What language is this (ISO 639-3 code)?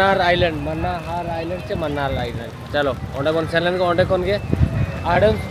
sat